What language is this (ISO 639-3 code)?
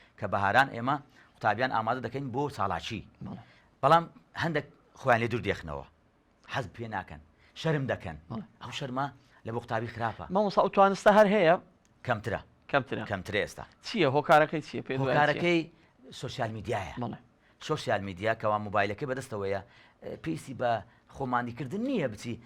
ckb